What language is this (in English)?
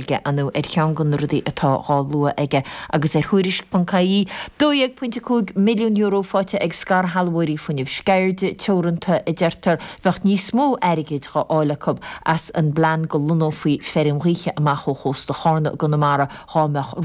Irish